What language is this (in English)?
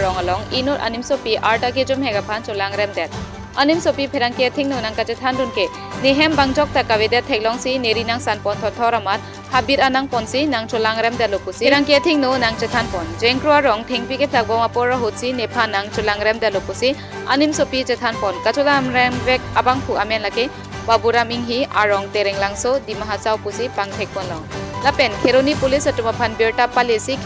Karbi